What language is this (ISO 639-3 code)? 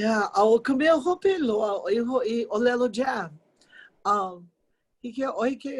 haw